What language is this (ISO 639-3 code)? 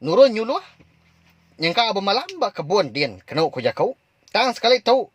iba